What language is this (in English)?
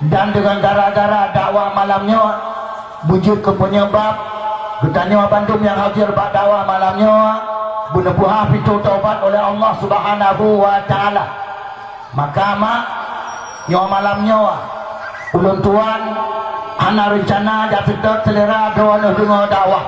Achinese